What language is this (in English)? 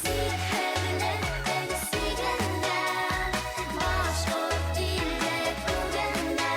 Bashkir